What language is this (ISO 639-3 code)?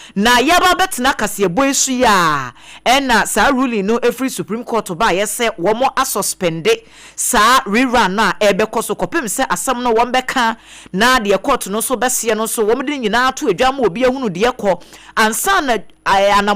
aka